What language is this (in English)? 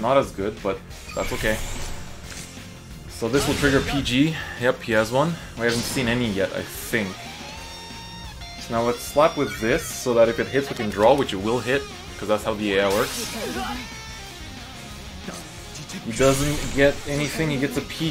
English